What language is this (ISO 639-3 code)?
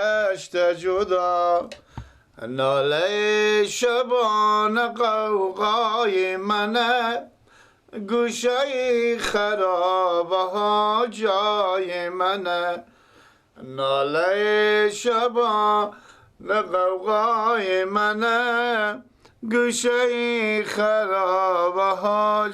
fas